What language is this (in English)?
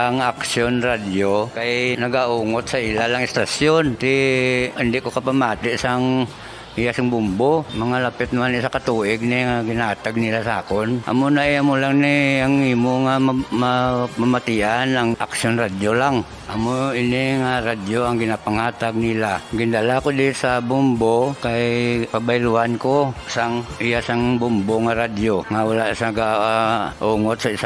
Hiligaynon